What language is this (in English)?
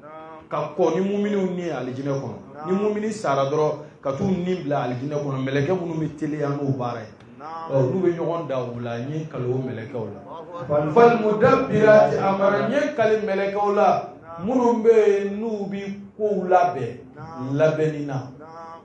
Bambara